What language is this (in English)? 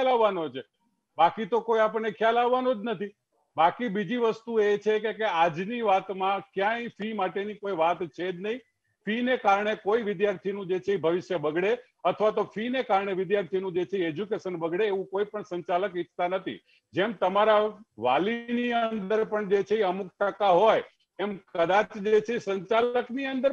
Gujarati